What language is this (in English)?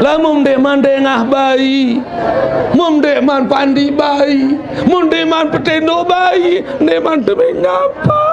Sasak